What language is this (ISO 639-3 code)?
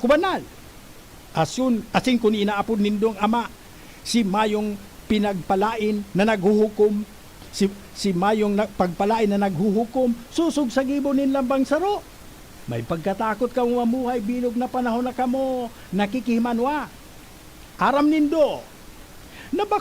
bik